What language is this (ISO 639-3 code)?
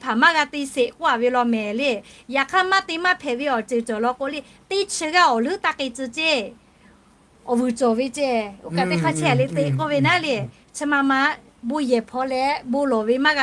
lhu